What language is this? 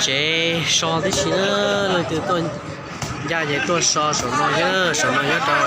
Hmong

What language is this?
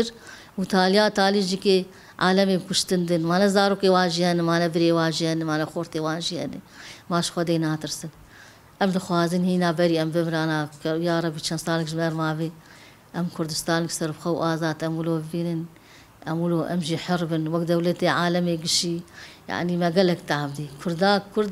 Kurdish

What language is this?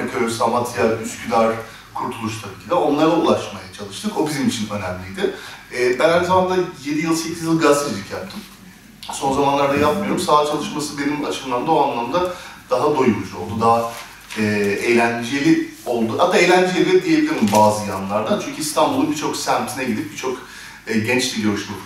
Turkish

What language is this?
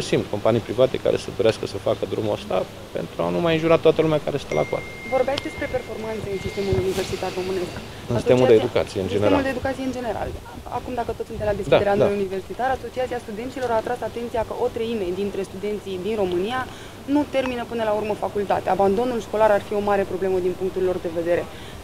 Romanian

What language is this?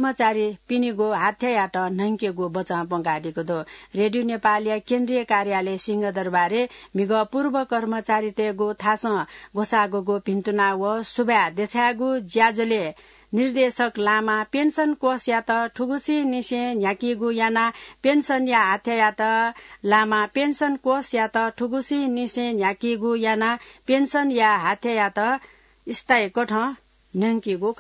Newari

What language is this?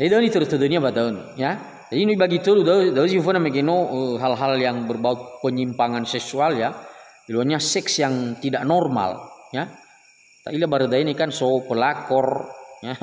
Nias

